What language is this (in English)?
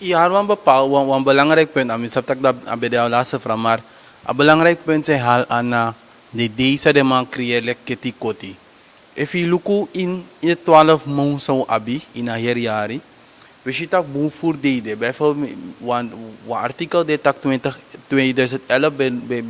Sranan Tongo